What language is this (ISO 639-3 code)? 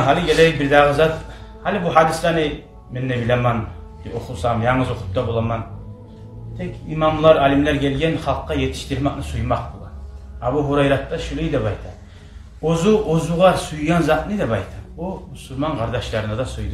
kum